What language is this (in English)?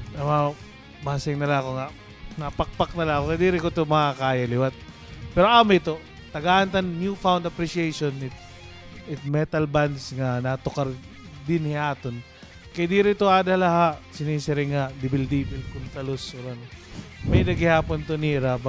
Waray